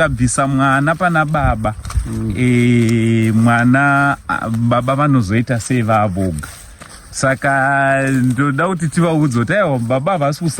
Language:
Shona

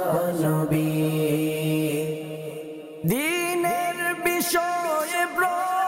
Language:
Bangla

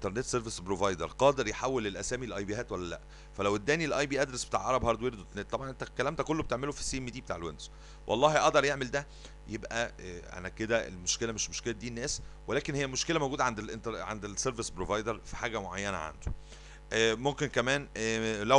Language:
Egyptian Arabic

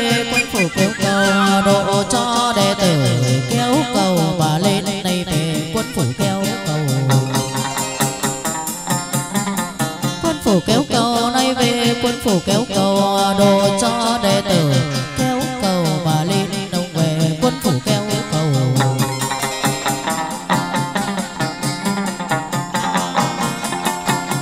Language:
Vietnamese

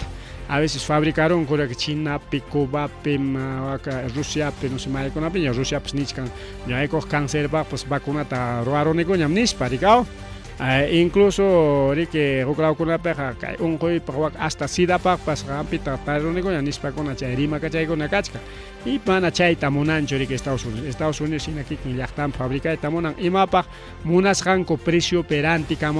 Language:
Ayacucho Quechua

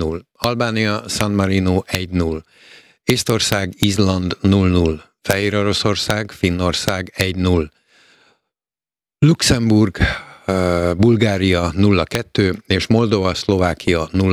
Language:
Hungarian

